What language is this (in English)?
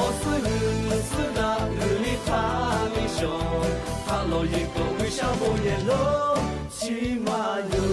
Lahu